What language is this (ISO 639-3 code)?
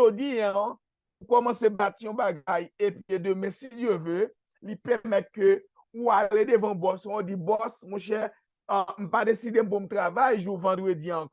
hat